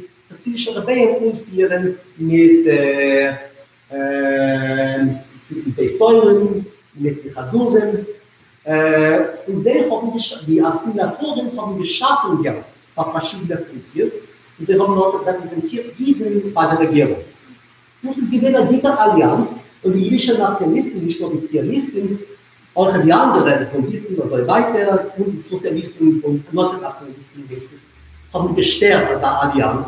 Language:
Yiddish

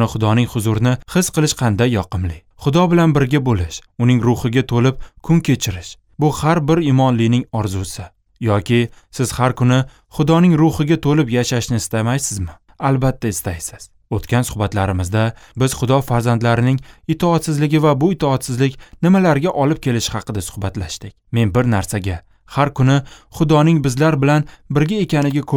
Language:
Uzbek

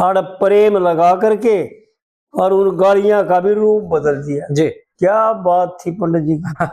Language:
Haryanvi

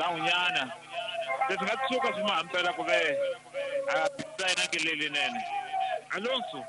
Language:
Tsonga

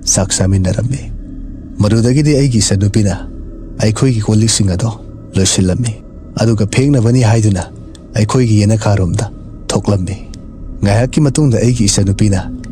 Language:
Manipuri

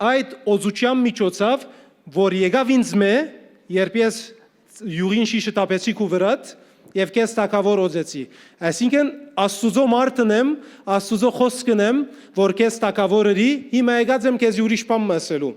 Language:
Western Armenian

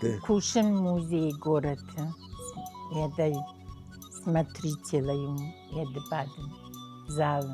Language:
Ossetic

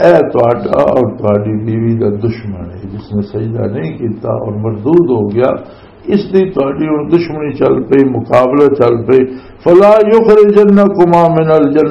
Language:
Western Panjabi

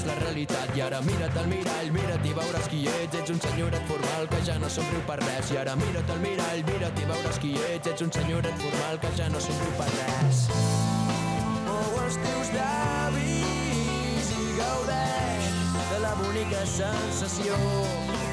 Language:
Catalan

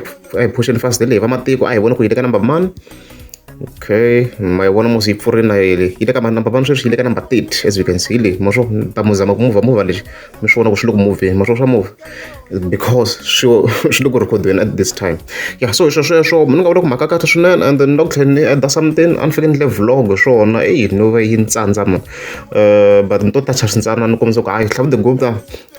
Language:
Tsonga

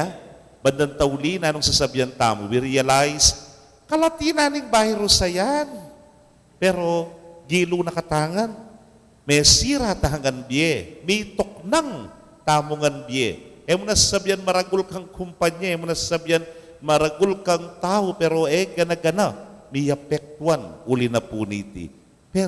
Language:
Pampanga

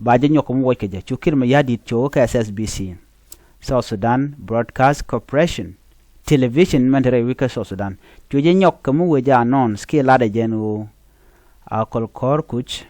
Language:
Nuer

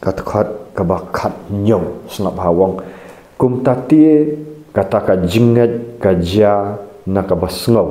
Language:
Khasi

